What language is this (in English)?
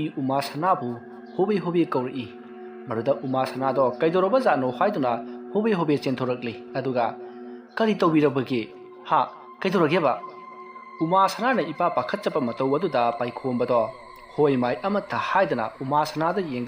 Manipuri